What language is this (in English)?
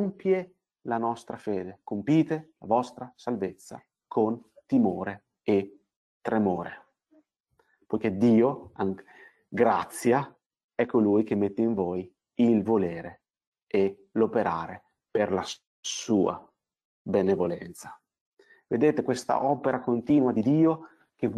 Italian